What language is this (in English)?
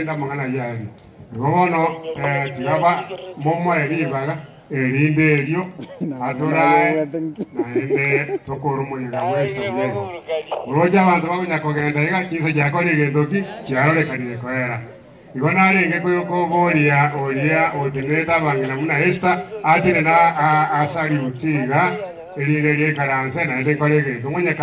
Gusii